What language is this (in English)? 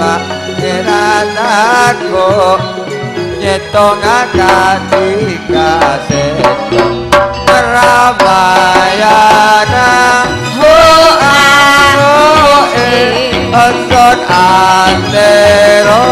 Madurese